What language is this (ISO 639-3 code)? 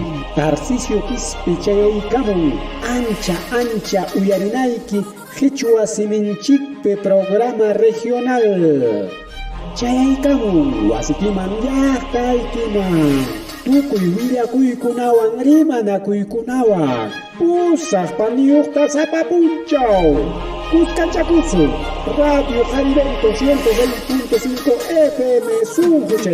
quy